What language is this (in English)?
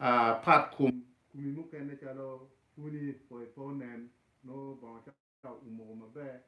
Acoli